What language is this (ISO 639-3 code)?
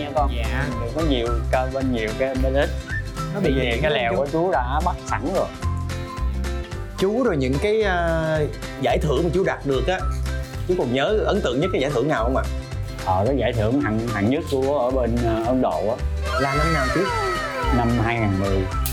vie